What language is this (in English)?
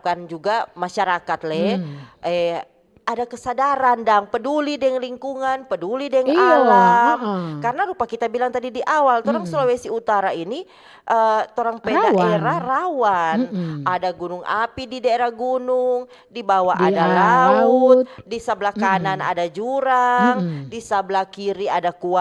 Manado Malay